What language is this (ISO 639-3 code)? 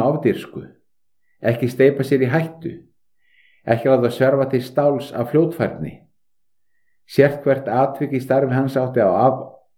isl